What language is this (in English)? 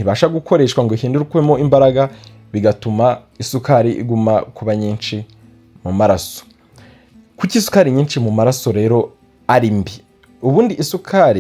Kinyarwanda